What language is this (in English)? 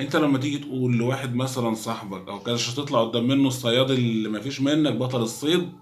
Egyptian Arabic